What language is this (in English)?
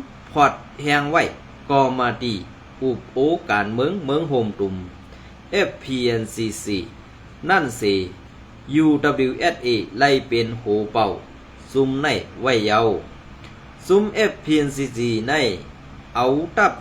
Shan